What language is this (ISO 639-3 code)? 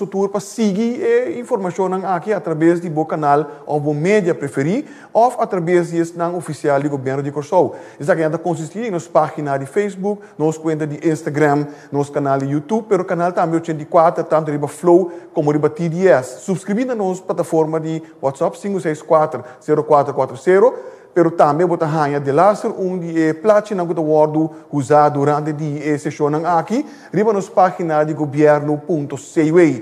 pap